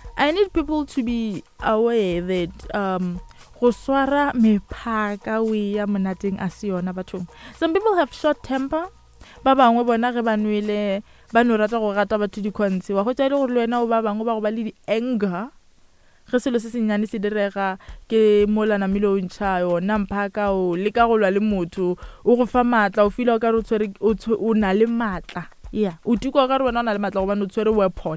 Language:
Northern Sotho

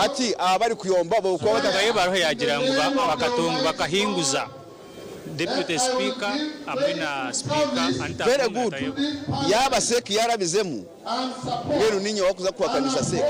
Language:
Nyankole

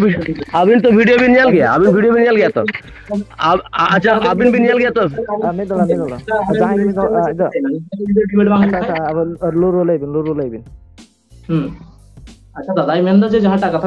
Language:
Santali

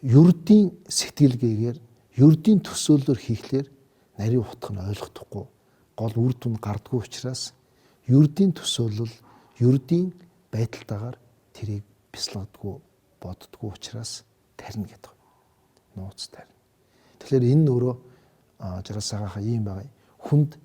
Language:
Mongolian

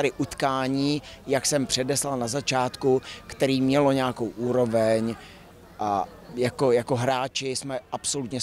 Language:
Czech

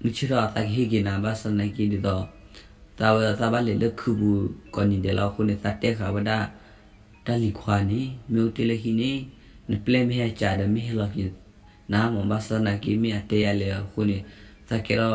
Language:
S'gaw Karen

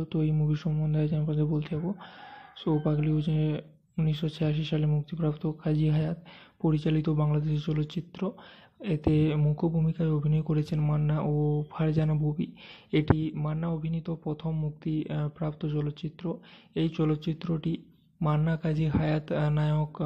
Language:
Bangla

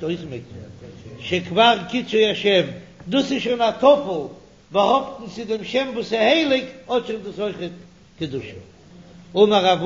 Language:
Yiddish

